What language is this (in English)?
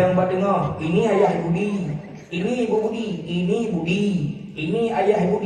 Achinese